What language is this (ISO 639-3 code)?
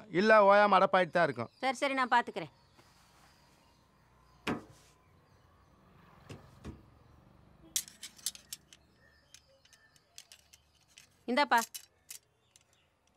tam